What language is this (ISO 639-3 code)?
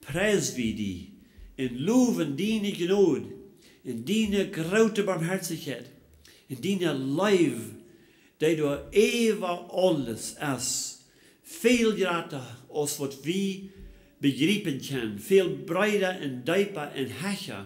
pdt